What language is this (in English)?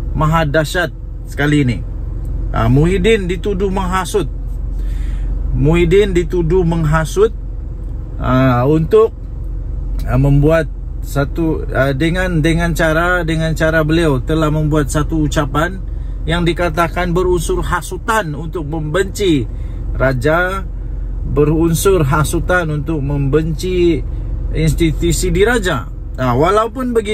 Malay